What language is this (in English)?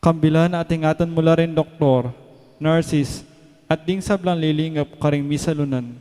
Pampanga